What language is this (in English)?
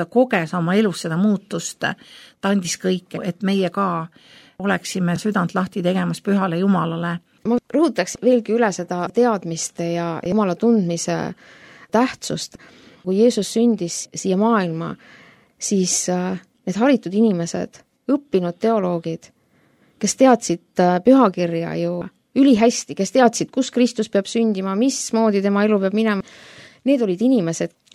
Estonian